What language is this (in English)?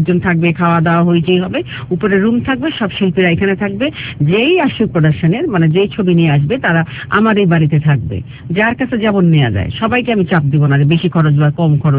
Bangla